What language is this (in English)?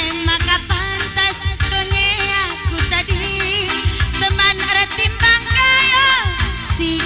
Batak Karo